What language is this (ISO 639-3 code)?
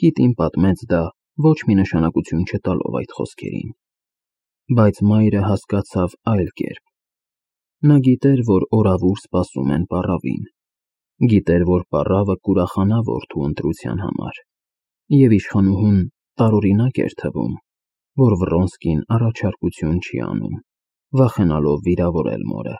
hye